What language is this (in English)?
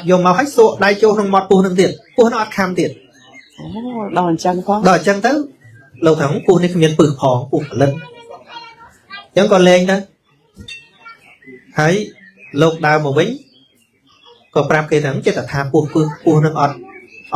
Khmer